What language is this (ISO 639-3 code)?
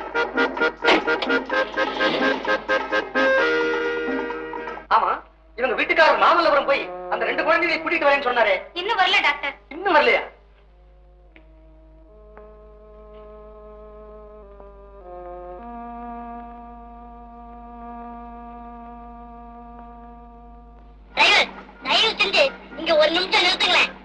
tam